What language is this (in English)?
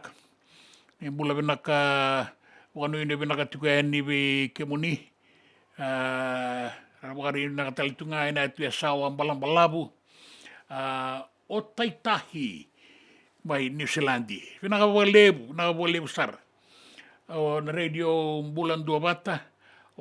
Fijian